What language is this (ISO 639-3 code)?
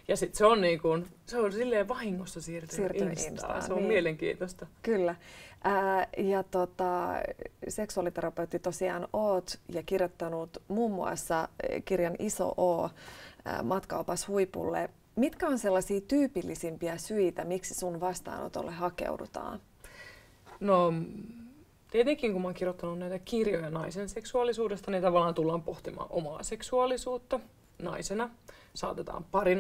fin